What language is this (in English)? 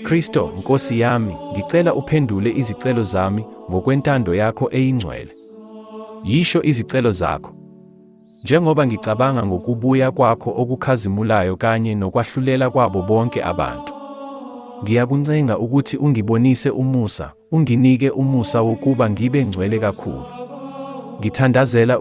Zulu